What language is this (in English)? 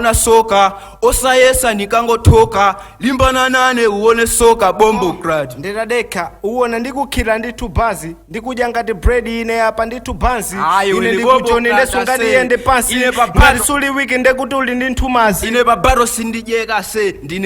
Nyanja